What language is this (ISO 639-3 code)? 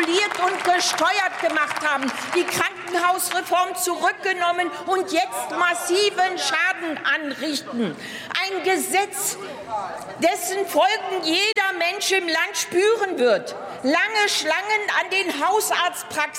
deu